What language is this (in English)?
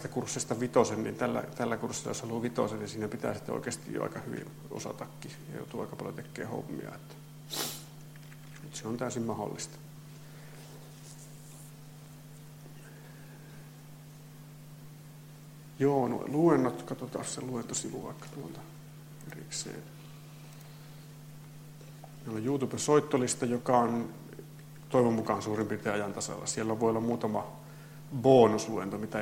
Finnish